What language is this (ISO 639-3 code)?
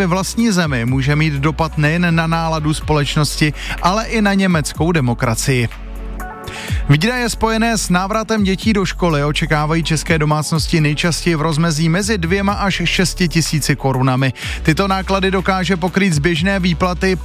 ces